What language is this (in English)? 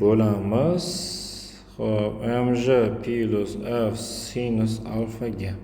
Uzbek